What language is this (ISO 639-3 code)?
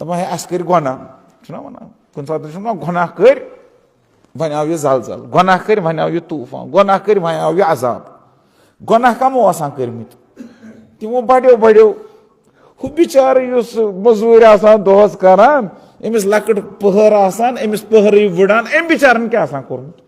kas